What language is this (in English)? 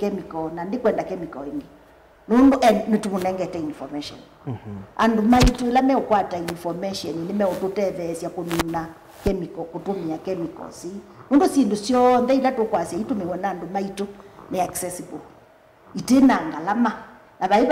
Kamba